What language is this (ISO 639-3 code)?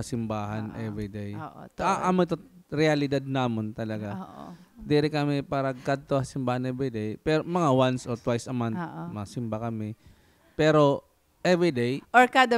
war